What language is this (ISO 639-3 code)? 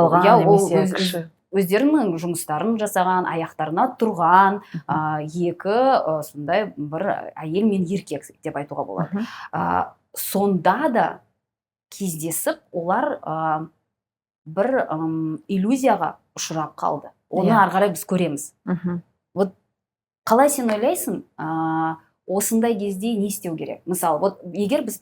kaz